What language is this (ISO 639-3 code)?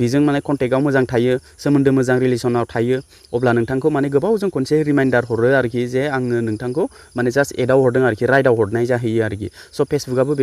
brx